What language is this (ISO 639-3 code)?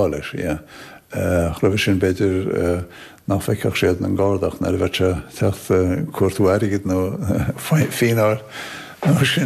gle